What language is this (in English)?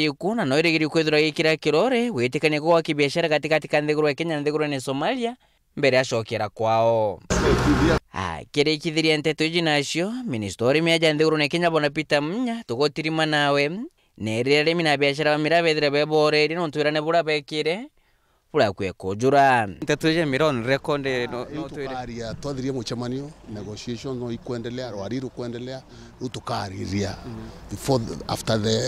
Meru